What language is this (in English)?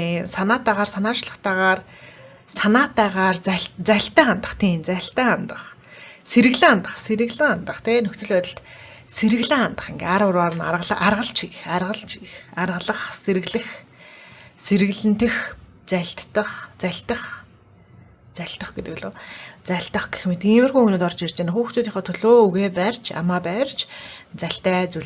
Mongolian